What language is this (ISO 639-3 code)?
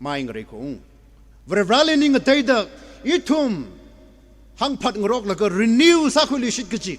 nmf